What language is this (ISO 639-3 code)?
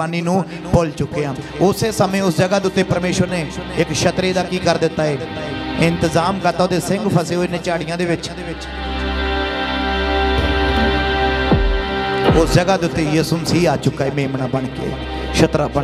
pan